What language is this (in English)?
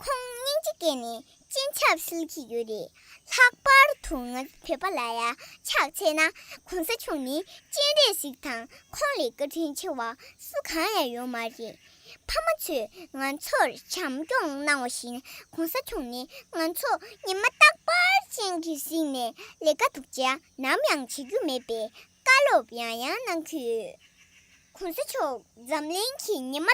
Tibetan